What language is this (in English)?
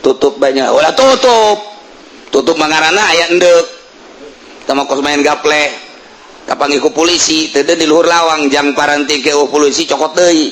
Sundanese